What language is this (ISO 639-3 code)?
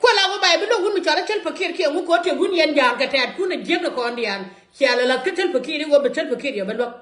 nus